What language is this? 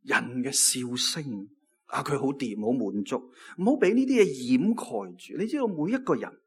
Cantonese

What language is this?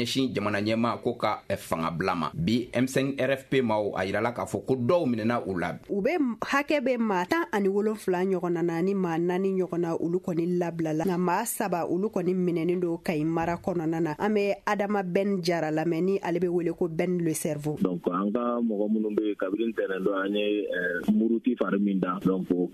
Bambara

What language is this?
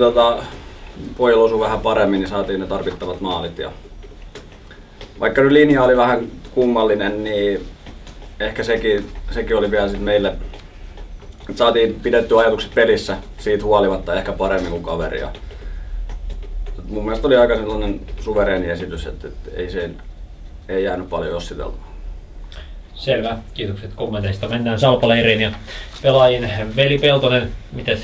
Finnish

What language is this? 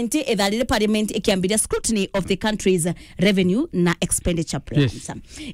Meru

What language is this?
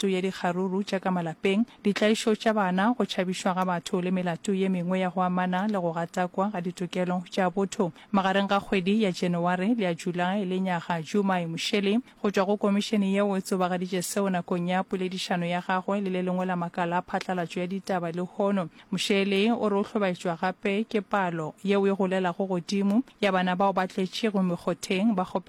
Northern Sotho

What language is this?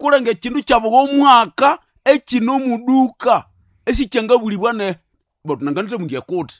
Nande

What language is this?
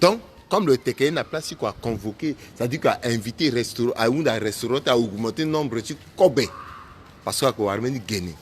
Sango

